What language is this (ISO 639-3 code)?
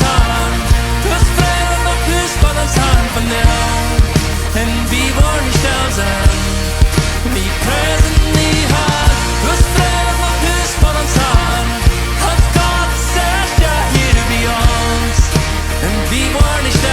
pdt